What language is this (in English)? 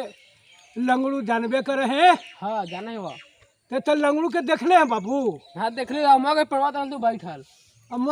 Magahi